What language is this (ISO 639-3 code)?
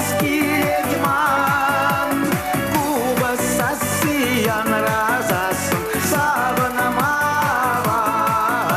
chv